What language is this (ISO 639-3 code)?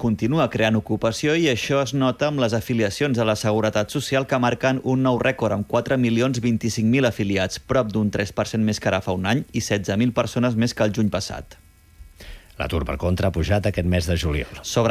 cat